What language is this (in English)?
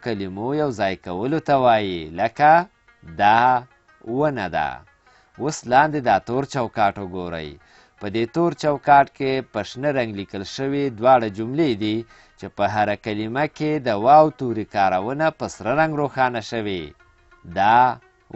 Pashto